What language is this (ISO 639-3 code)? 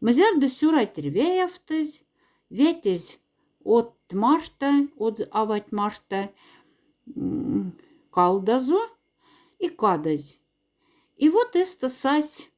mdf